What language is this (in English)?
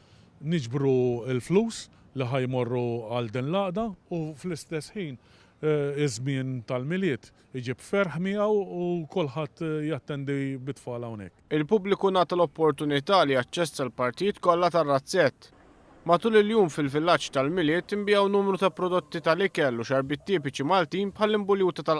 Maltese